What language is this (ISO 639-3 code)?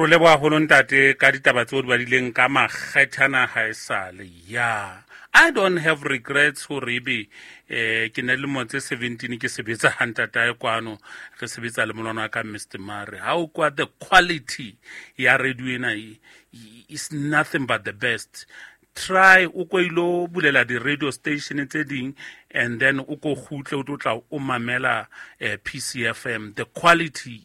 sot